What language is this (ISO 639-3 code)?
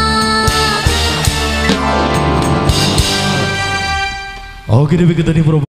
ind